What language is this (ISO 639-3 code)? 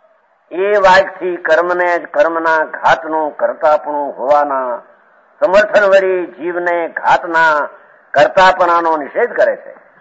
guj